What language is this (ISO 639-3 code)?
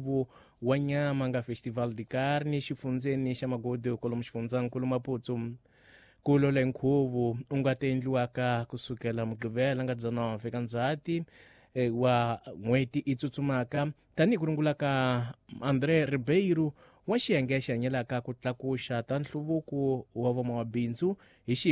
tso